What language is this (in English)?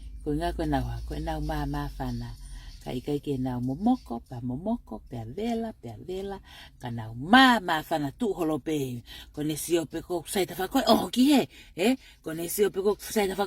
Tongan